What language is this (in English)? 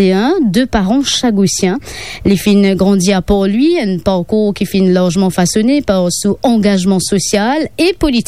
Morisyen